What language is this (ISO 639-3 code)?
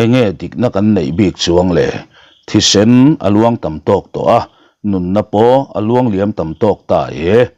lus